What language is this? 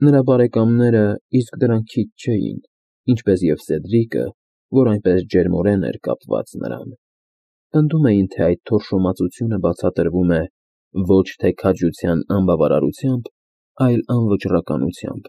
Armenian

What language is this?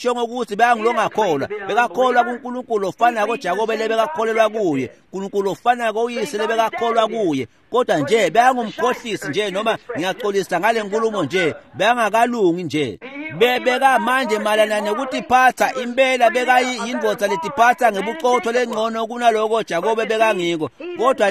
Swati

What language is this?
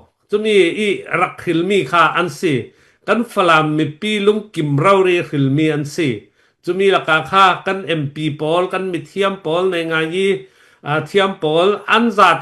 Falam Chin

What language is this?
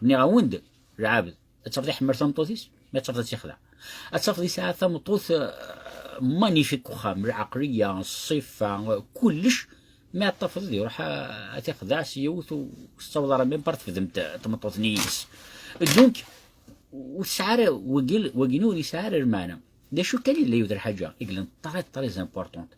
Kabyle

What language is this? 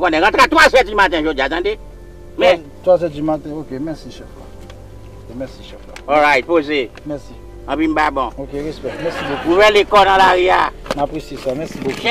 Haitian Creole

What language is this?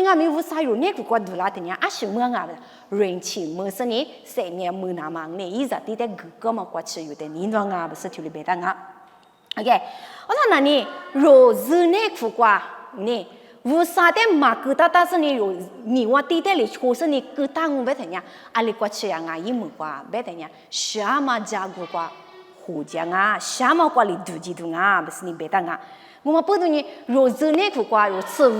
Lisu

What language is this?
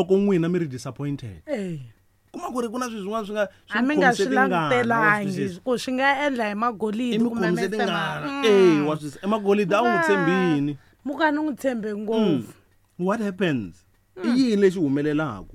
Tsonga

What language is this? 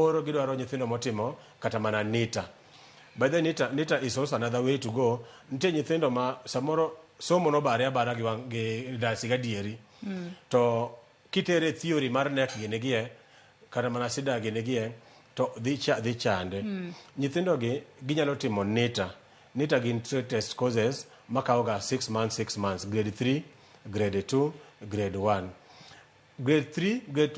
Luo (Kenya and Tanzania)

